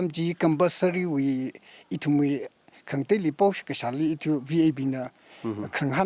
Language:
Tangkhul Naga (India)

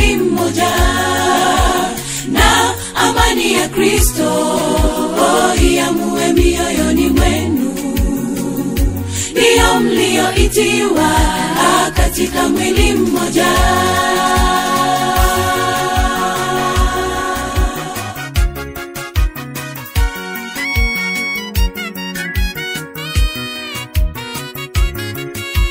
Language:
Swahili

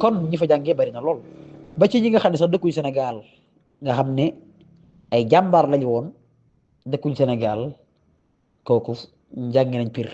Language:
Wolof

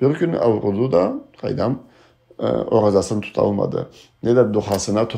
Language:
Karachay-Balkar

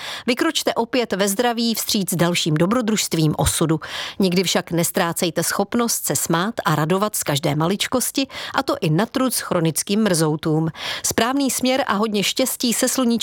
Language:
Czech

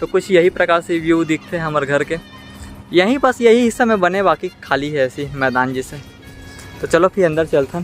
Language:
Chhattisgarhi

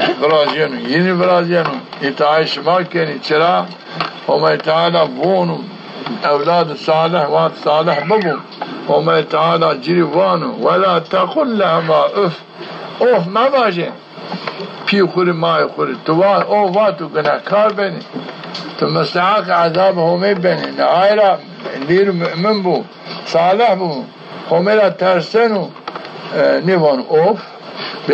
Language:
Zaza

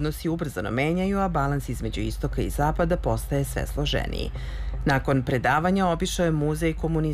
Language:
Serbian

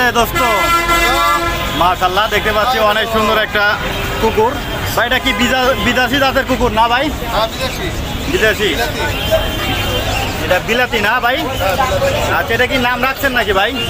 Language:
Bangla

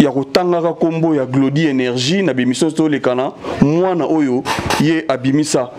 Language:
Lingala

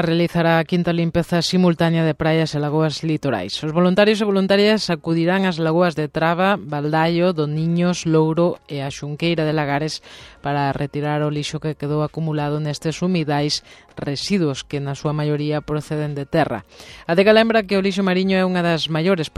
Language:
Galician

